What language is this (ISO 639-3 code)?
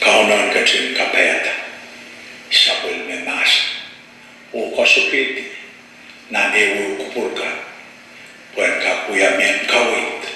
pon